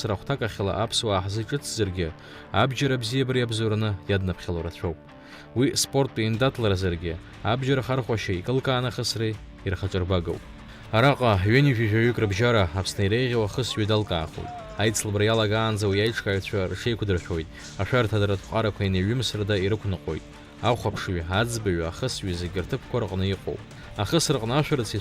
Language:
Abkhazian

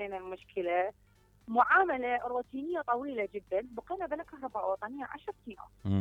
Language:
Mesopotamian Arabic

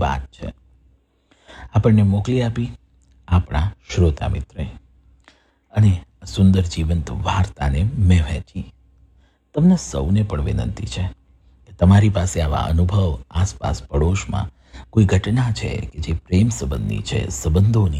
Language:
Gujarati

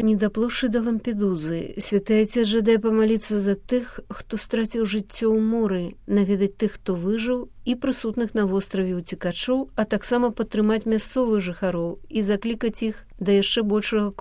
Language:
Belarusian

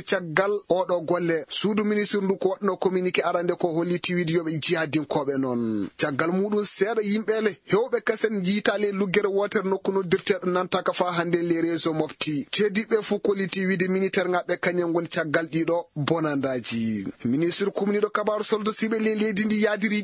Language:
Fula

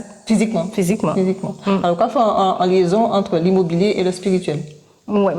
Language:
Guadeloupean Creole French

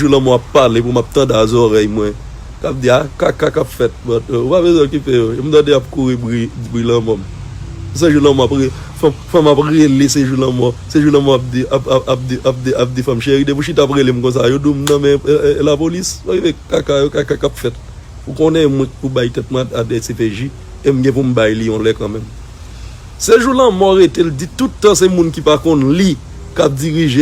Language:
Haitian Creole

